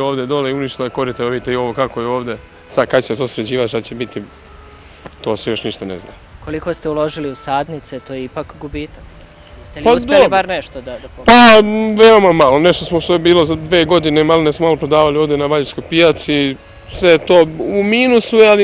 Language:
Serbian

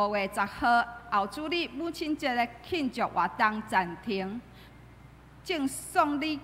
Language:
Min Nan Chinese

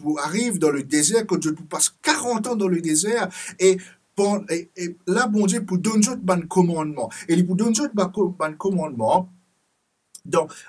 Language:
Morisyen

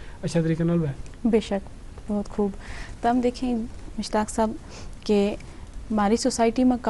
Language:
Gujari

